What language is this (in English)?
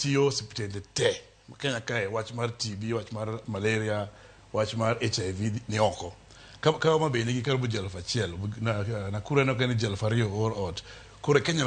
Luo (Kenya and Tanzania)